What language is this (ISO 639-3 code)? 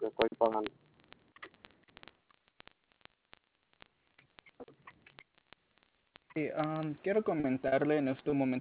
spa